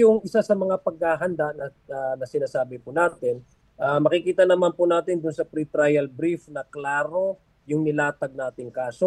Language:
Filipino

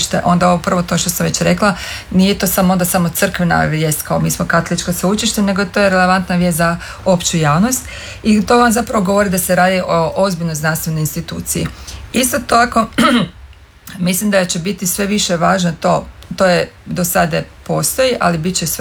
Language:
Croatian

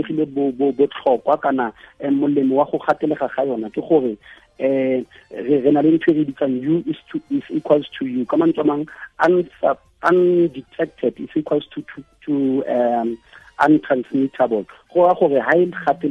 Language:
Tswana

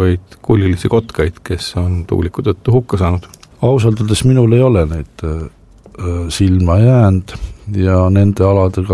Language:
Estonian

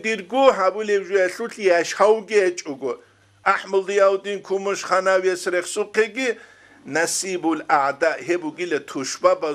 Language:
Avaric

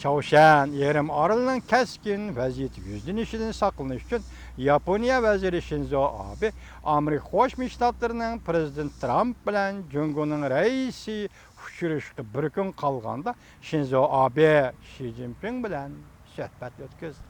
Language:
Uyghur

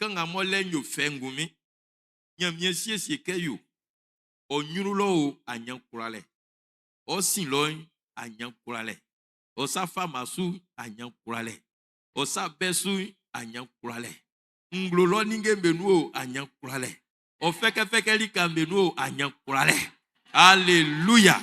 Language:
Baoulé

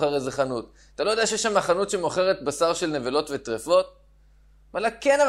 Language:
Hebrew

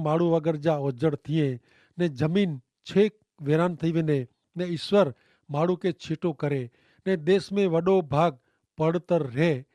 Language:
Kachhi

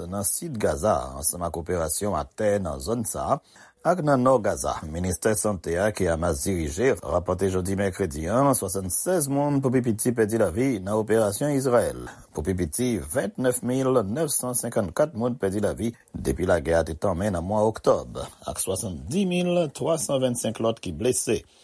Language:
Haitian Creole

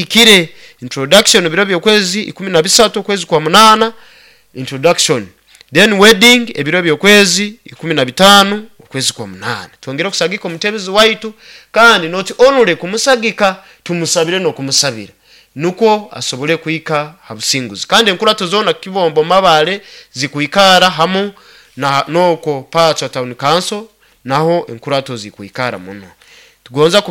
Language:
Nyoro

